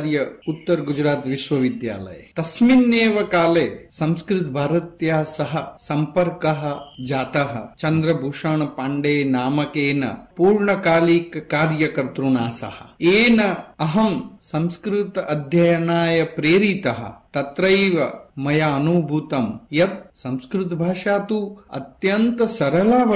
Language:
Sanskrit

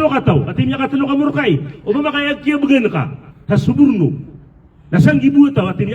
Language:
Maranao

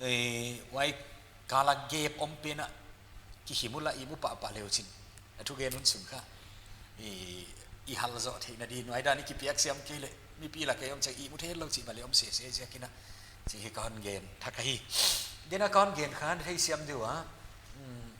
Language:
Paite Chin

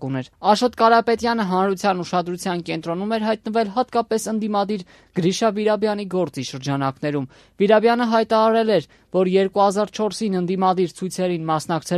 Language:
Armenian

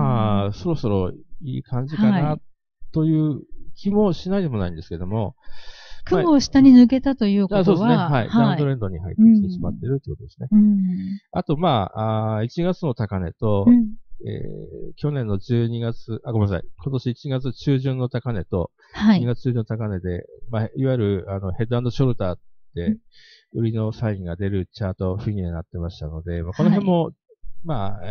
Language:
Japanese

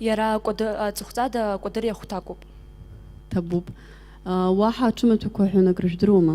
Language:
Abkhazian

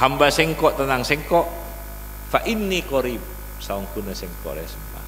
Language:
Madurese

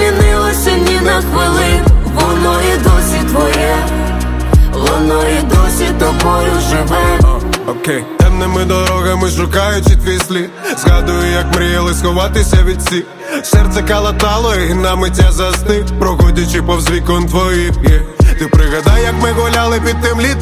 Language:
Ukrainian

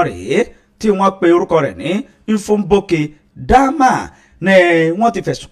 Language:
Yoruba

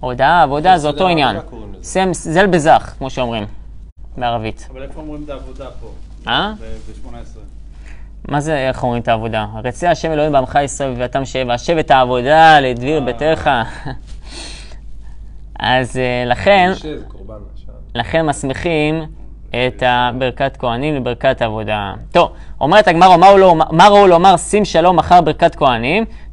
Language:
Hebrew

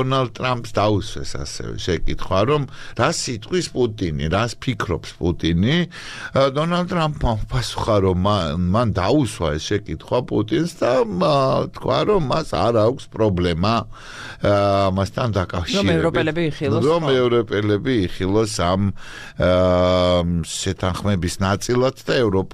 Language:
Georgian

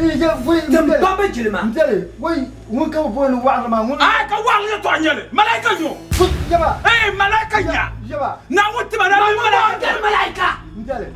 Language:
Dagbani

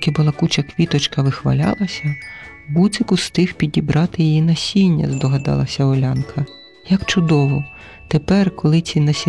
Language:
Ukrainian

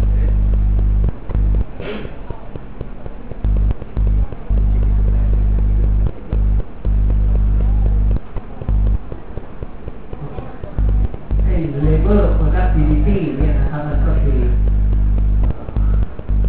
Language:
Thai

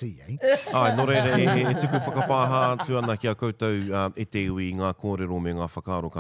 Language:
Māori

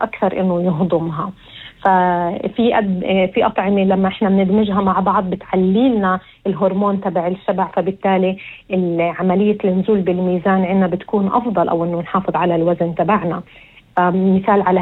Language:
North Levantine Arabic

